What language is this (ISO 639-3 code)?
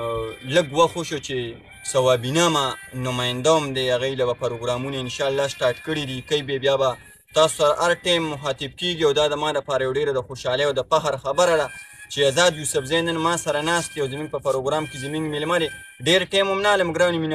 pus